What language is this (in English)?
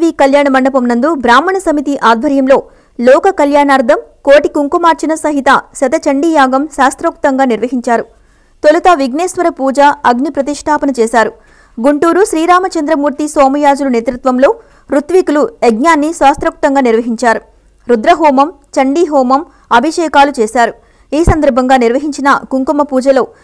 Telugu